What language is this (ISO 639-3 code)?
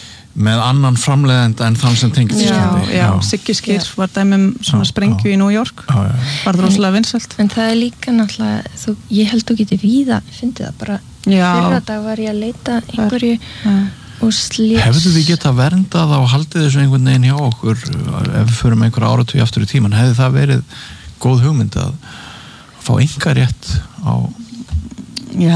isl